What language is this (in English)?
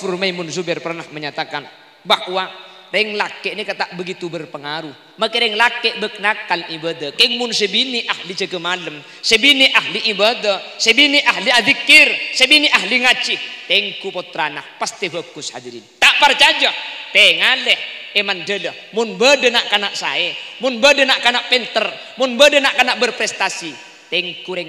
Madurese